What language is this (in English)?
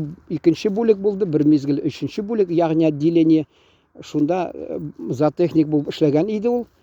Tatar